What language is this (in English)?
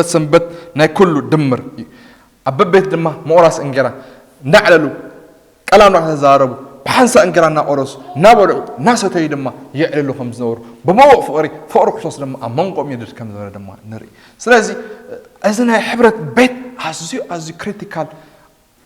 Tigrinya